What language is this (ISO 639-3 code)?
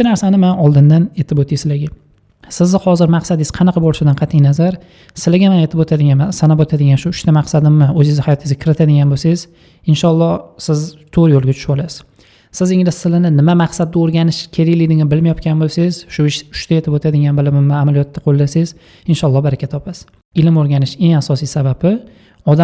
uzb